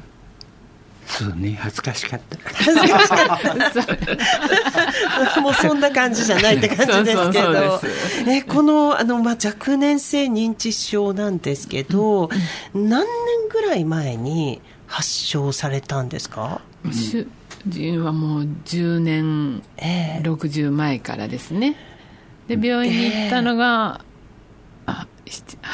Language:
Japanese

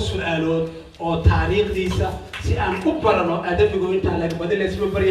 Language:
Somali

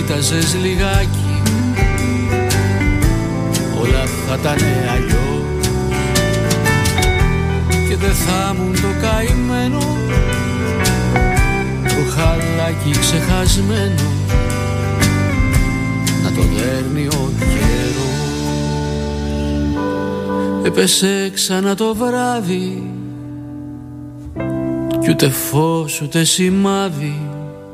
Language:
Greek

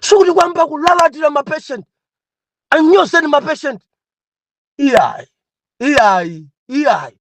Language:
Nyanja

